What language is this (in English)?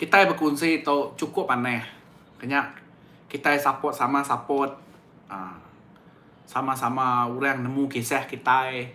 Iban